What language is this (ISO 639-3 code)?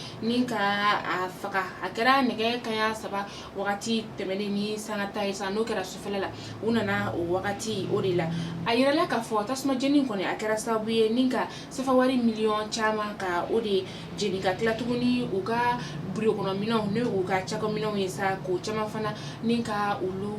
bam